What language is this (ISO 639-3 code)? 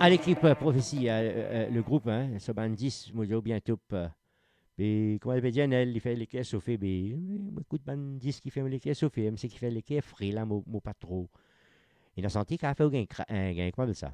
mfe